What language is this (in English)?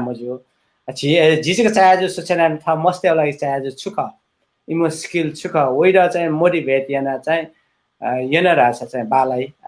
Newari